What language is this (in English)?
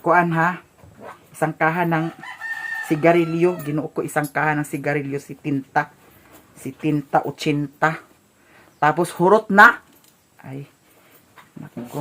Cebuano